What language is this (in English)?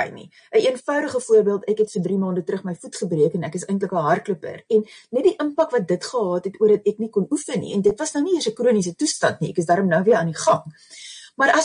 Afrikaans